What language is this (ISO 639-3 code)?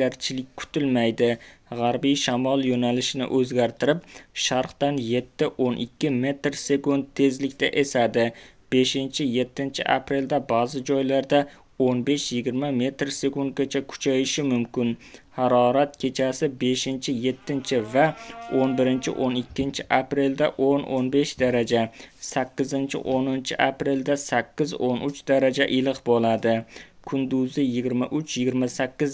uzb